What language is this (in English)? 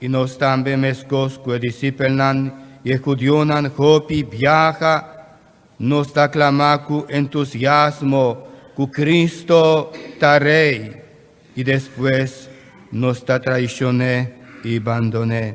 Papiamento